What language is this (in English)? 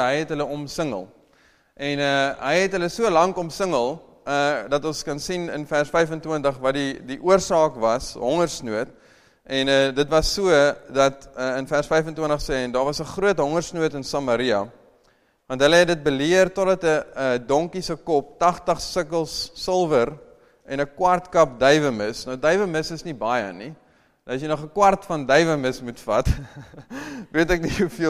Afrikaans